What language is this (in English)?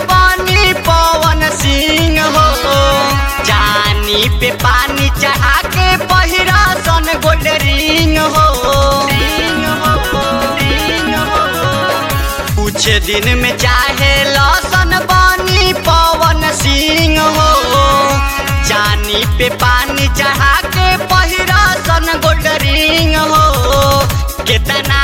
Bhojpuri